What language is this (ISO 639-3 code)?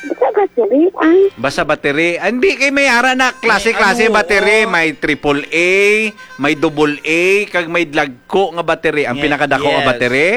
hil